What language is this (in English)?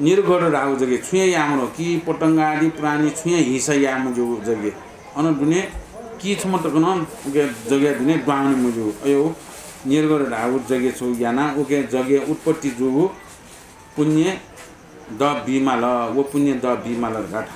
Newari